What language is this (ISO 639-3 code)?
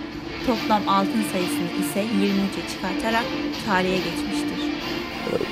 tur